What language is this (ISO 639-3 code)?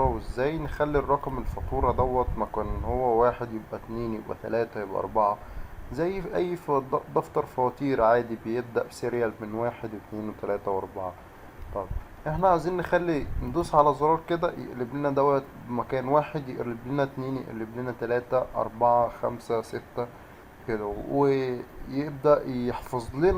arz